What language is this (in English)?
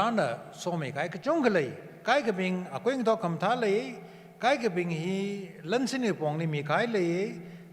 Tangkhul Naga (India)